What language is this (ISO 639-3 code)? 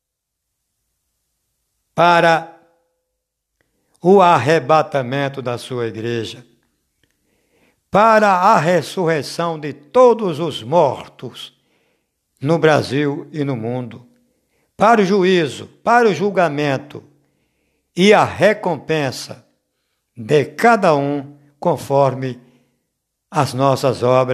por